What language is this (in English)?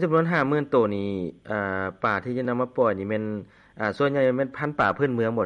Lao